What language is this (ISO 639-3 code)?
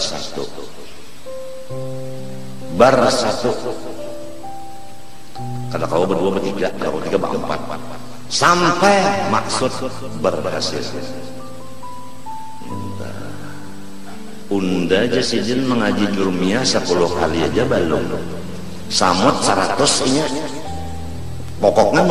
bjn